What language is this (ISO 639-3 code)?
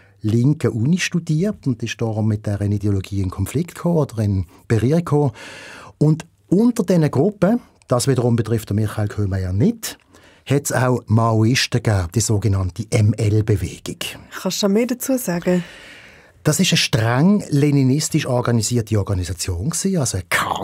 gsw